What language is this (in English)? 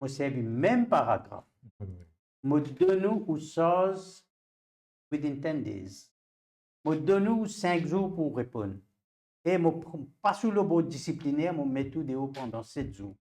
Morisyen